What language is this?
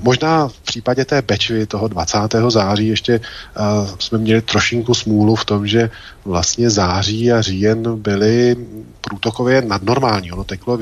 Czech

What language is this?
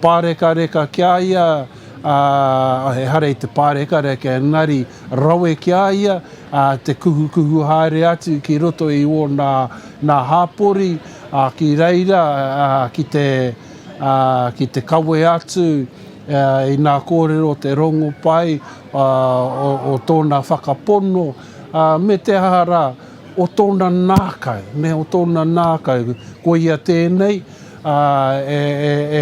Māori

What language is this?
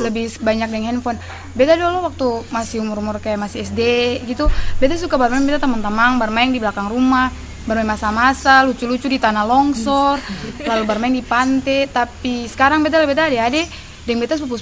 Ambonese Malay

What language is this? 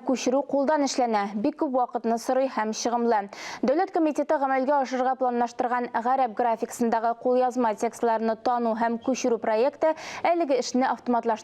Tatar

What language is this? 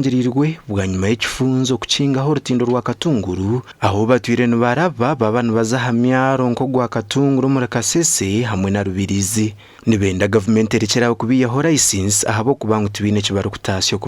Nyankole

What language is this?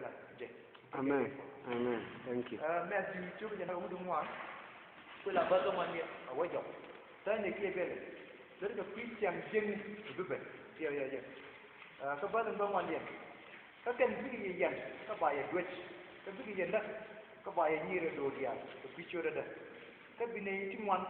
Nuer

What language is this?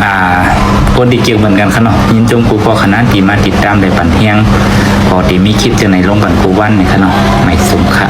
Shan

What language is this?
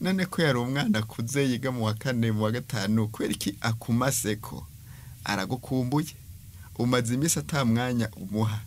Rundi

